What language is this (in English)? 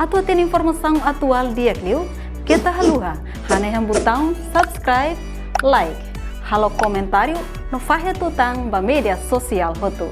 Tetum